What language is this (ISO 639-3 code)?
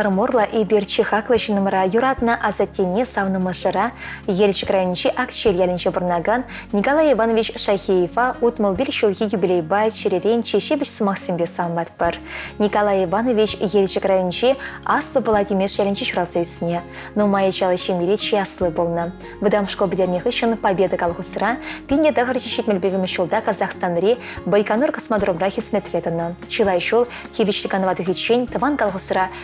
chv